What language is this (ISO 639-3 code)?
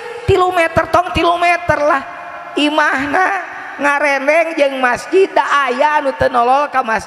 sun